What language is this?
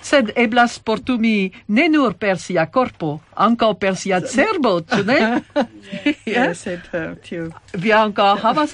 Esperanto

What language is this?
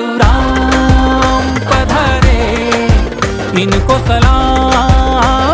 Hindi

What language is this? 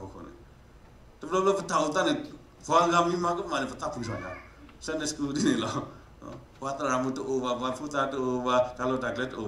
S'gaw Karen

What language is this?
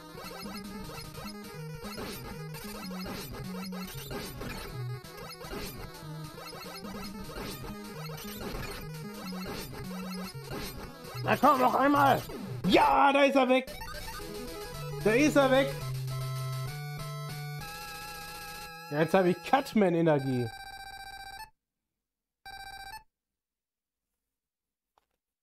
German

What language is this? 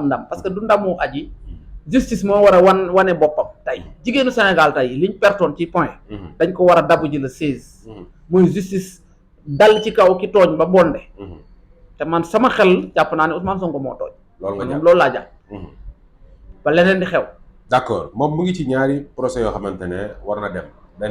Wolof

